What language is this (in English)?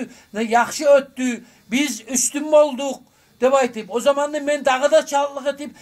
Kumyk